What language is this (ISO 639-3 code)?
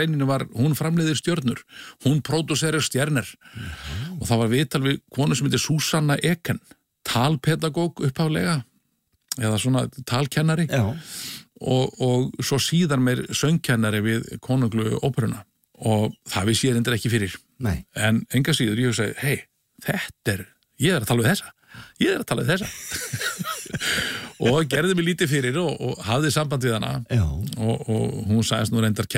isl